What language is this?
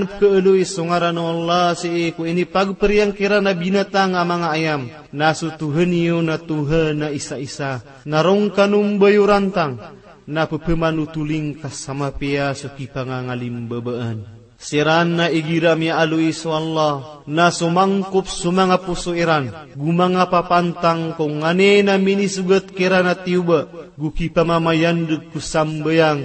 Maranao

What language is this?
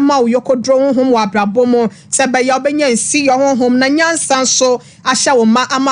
Akan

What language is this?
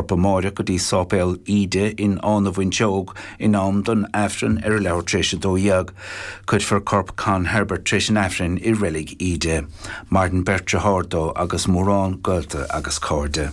Irish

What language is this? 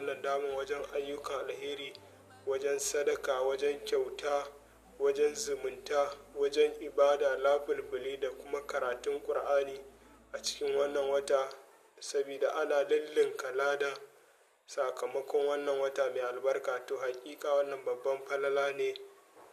Hausa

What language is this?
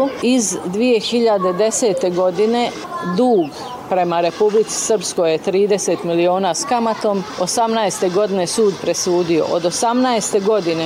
Bosnian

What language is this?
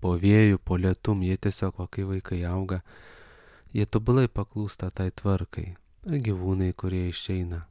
Lithuanian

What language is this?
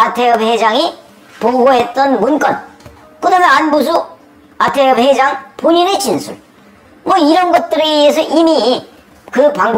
Korean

